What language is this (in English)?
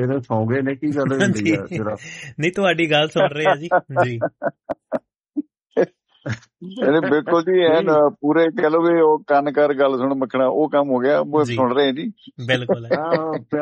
Punjabi